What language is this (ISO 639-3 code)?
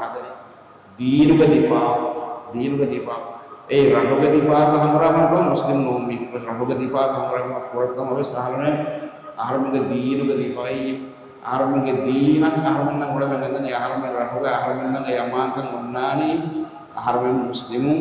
div